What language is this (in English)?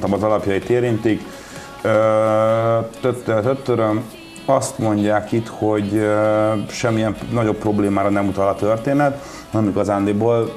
Hungarian